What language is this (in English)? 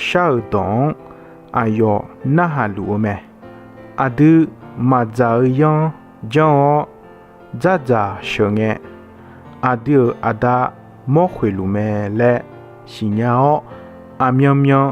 Akha